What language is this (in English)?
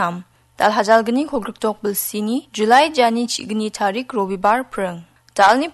Garo